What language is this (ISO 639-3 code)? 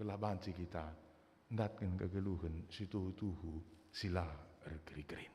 btx